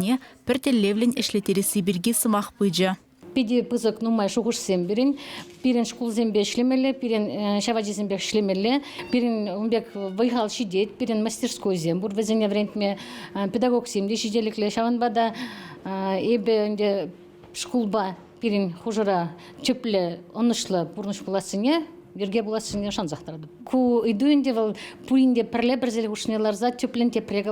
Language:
Chuvash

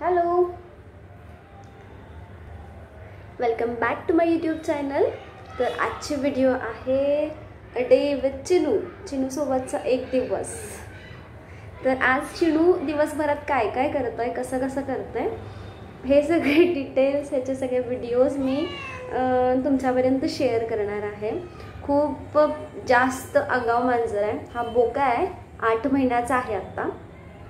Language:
Marathi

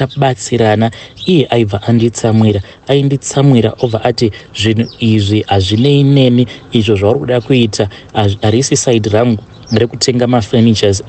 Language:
Shona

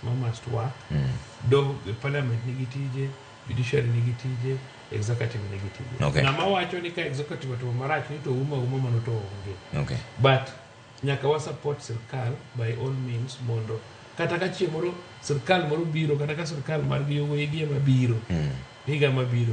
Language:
Luo (Kenya and Tanzania)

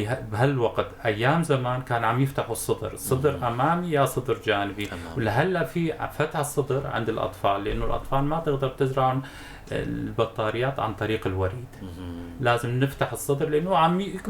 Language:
North Levantine Arabic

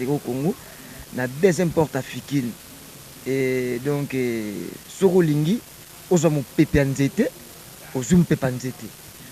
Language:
Lingala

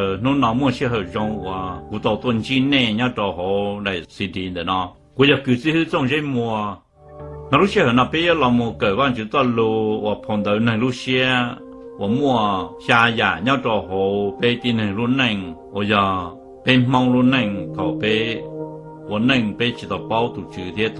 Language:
Hmong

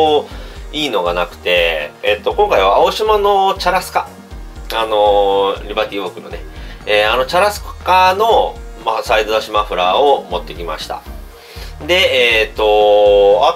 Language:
Japanese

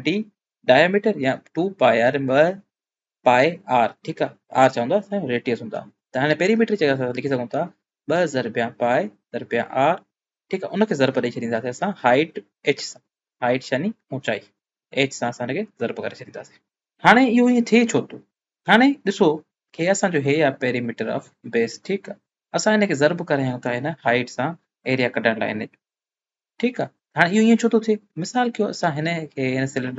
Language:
Sindhi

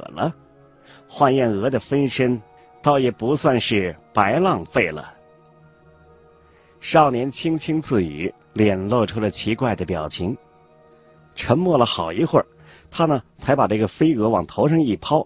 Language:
Chinese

